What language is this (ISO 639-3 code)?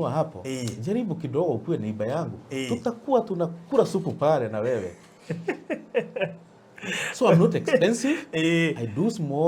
kik